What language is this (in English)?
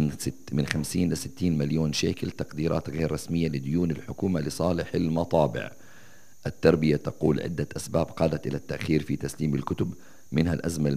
Arabic